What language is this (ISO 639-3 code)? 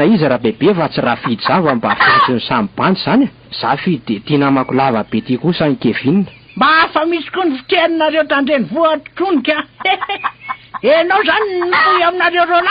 mlg